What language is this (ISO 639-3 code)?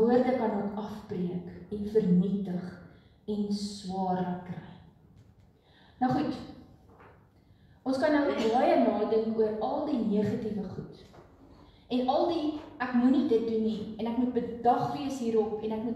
afr